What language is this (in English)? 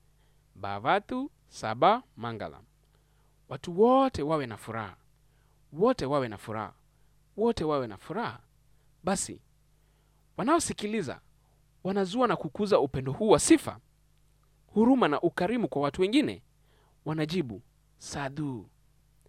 Swahili